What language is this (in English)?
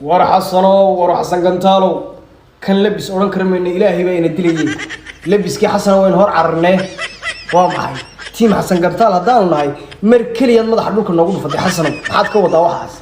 Somali